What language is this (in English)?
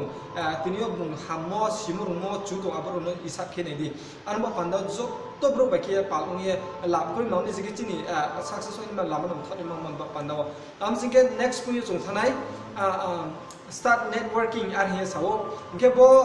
Riang (India)